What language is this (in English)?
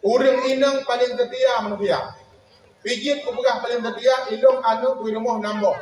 Achinese